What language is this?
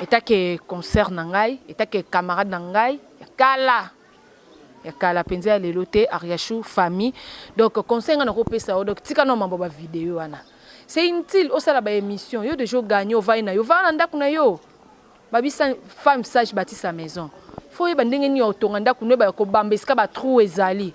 Lingala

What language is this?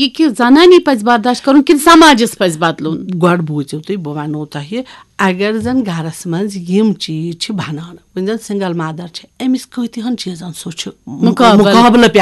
Kashmiri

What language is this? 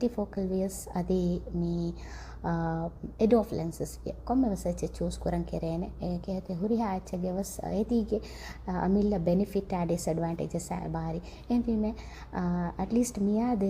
Divehi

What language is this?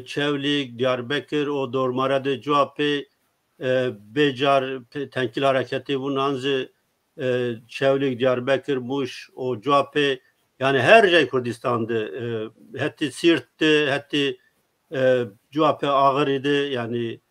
Zaza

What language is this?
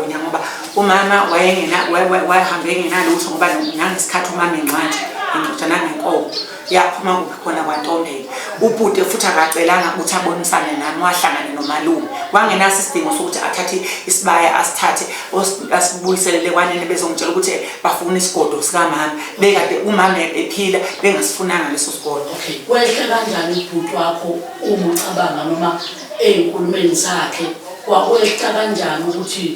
Zulu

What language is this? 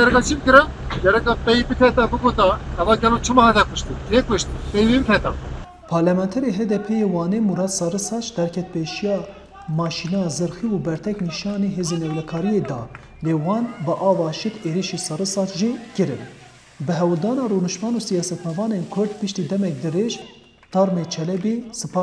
Kurdish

